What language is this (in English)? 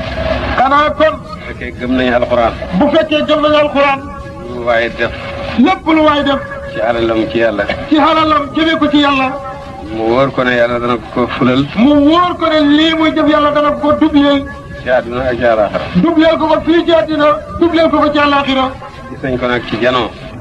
Wolof